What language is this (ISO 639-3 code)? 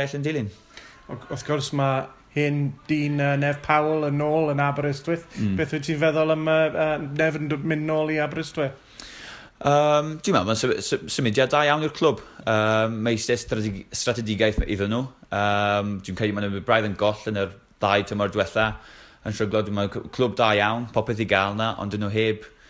cym